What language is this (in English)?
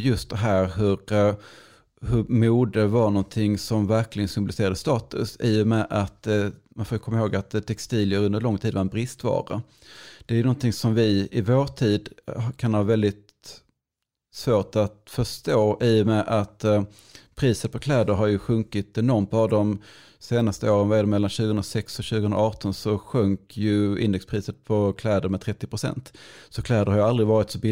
Swedish